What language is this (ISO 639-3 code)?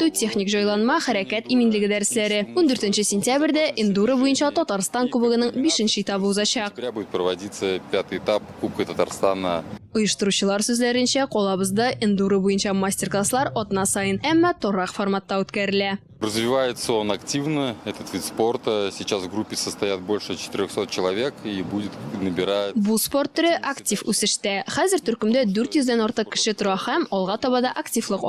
tat